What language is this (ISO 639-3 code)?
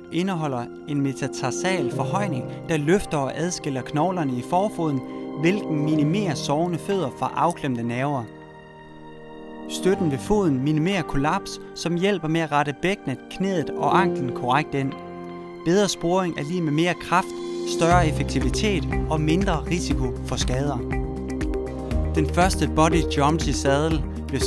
dan